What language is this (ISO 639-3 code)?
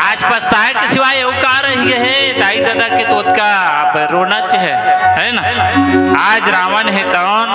hne